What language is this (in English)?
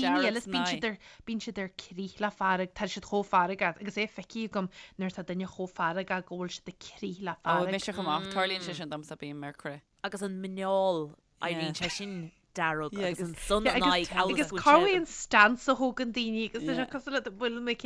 Irish